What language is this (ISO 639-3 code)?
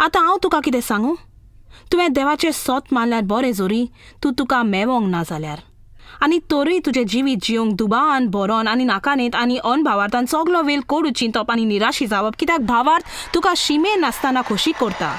kok